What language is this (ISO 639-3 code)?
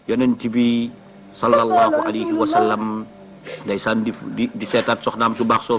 wol